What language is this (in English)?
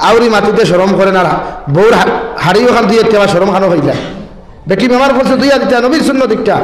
Sylheti